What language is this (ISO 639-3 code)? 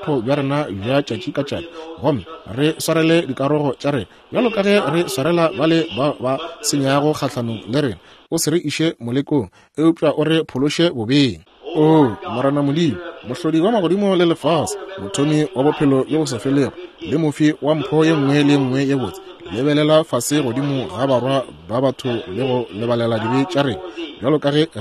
nso